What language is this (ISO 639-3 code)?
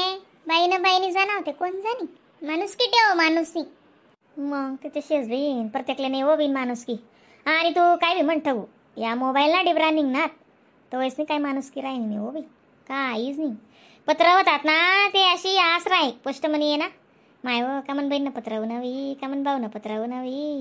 khn